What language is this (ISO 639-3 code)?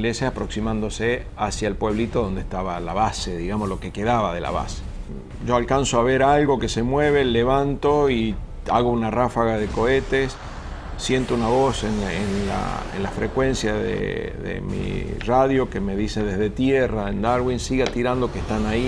spa